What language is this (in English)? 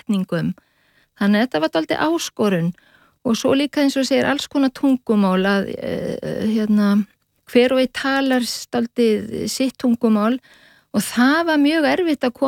Icelandic